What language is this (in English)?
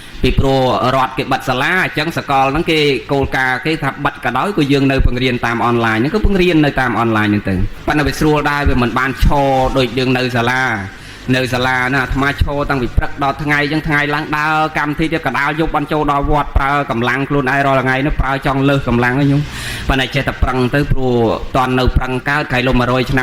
Khmer